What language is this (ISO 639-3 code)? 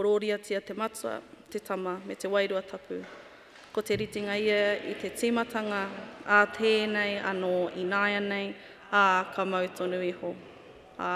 mri